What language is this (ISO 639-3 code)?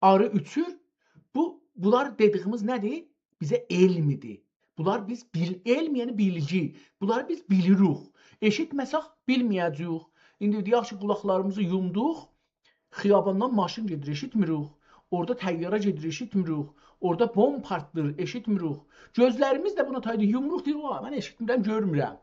azb